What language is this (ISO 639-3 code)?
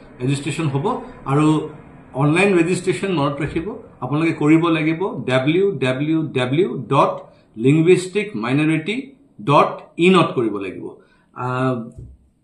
asm